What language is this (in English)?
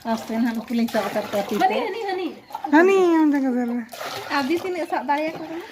Santali